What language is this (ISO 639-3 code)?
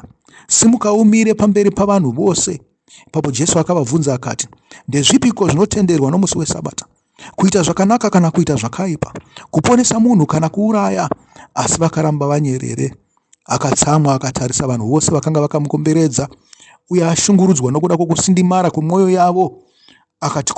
sna